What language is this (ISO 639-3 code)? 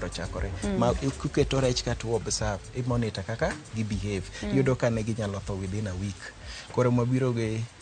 luo